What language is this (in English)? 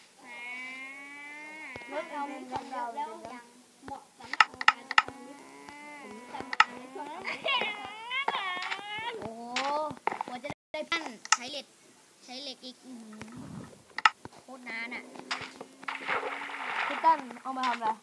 Thai